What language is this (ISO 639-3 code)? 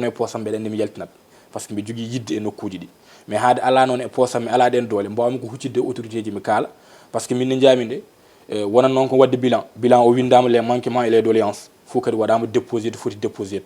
ful